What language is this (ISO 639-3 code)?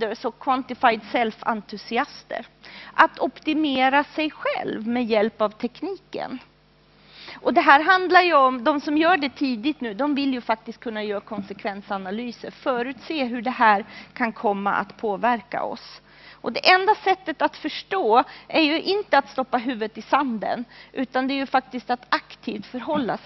swe